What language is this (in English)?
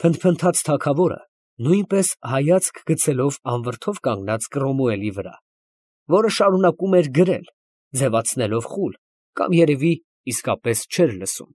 Armenian